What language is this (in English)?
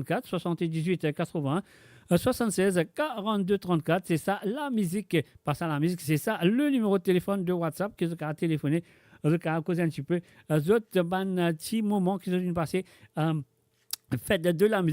Morisyen